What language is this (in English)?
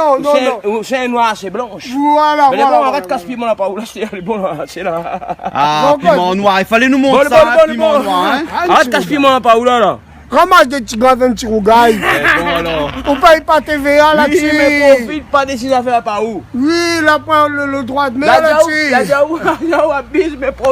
Réunion Creole French